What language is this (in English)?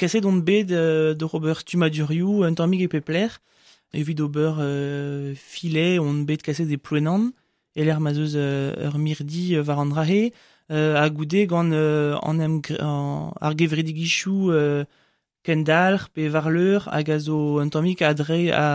Breton